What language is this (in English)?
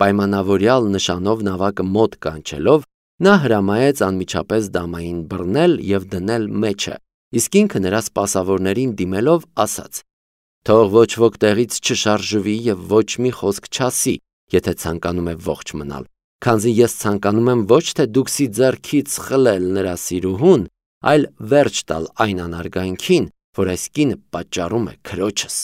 Armenian